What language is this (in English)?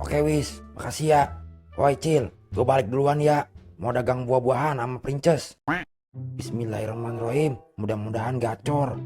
Betawi